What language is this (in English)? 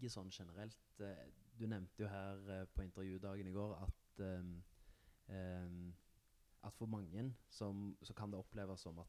Norwegian